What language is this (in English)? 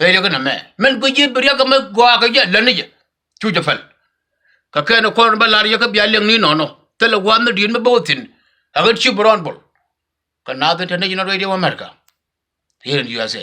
Nuer